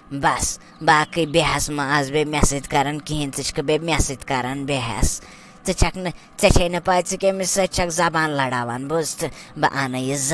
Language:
Kashmiri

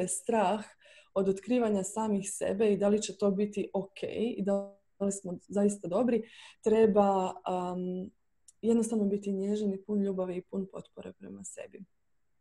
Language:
Croatian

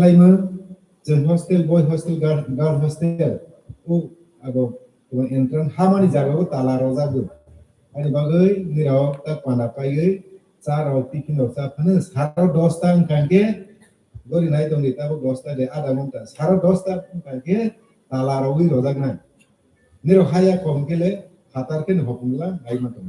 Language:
Kok Borok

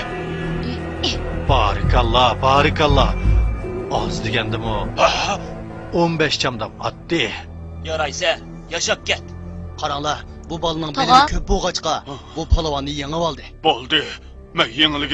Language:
Uyghur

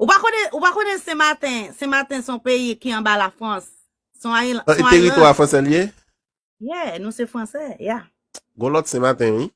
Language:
Haitian Creole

